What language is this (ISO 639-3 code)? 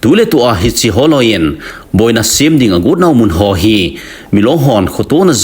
tcz